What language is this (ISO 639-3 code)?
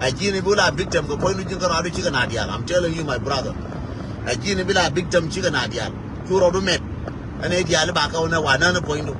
nus